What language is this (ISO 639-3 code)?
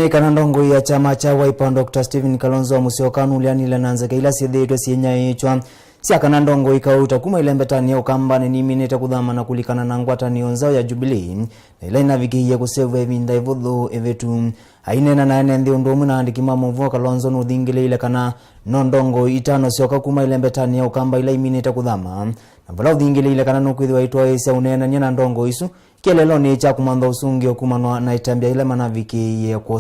kam